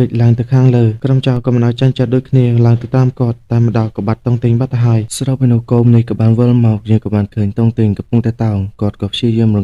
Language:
Khmer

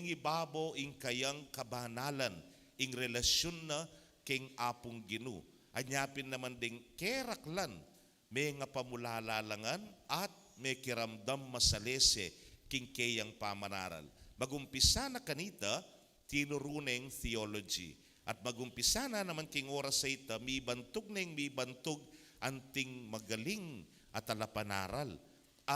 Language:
Pampanga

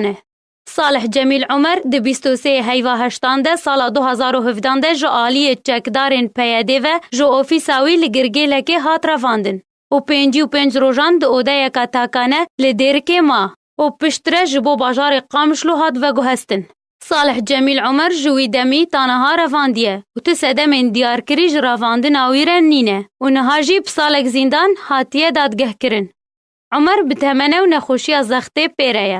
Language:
Kurdish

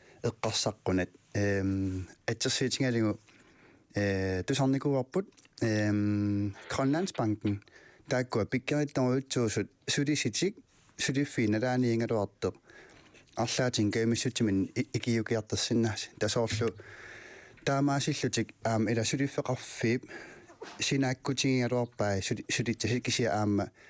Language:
Kalaallisut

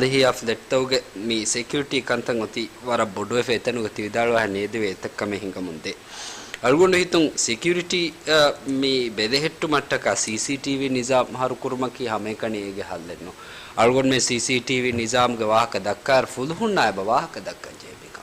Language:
Divehi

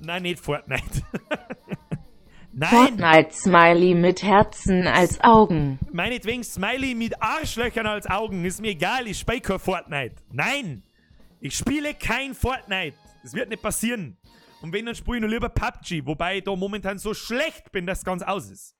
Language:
Bavarian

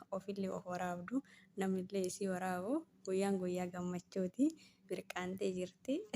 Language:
Oromo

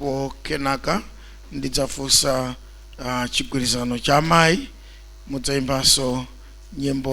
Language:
Nyanja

